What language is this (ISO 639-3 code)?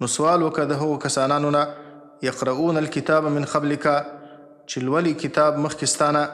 pus